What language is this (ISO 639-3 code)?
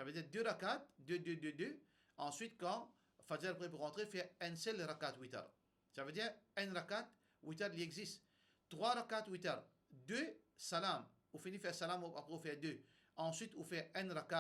mfe